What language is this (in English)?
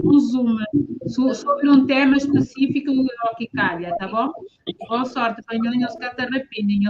Kabuverdianu